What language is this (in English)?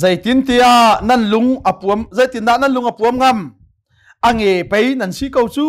Hakha Chin